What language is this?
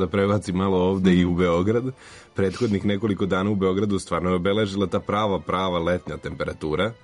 Serbian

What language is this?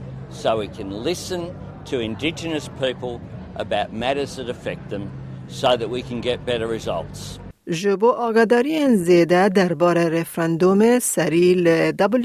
Kurdish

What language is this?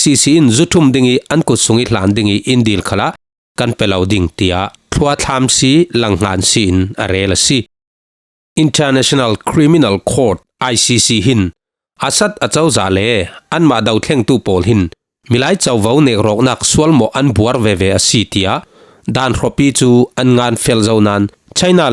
Falam Chin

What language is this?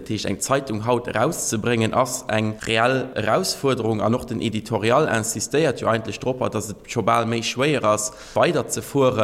Luxembourgish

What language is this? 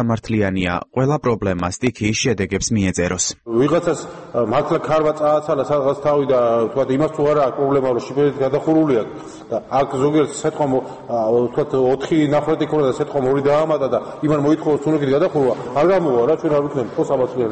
Georgian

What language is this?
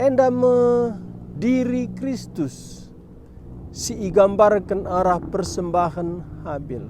Batak Karo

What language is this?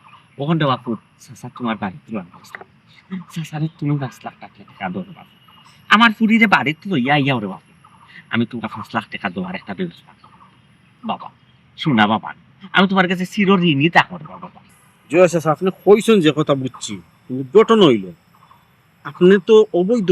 Sylheti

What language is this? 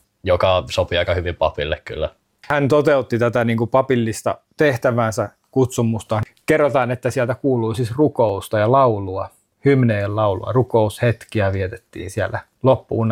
Finnish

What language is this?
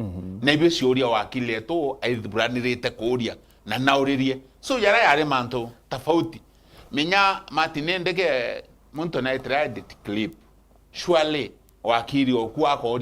Meru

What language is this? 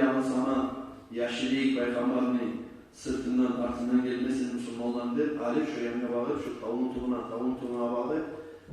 Kumyk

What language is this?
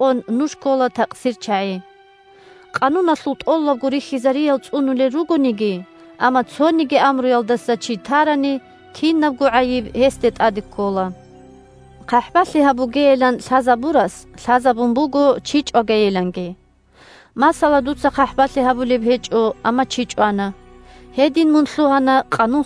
Avaric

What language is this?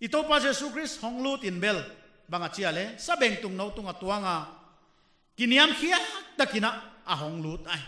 Paite Chin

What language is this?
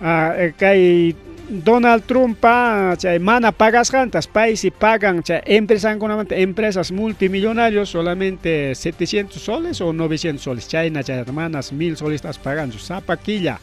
Ayacucho Quechua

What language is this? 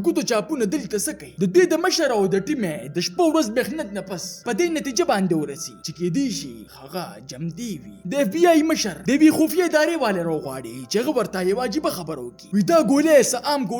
Pashto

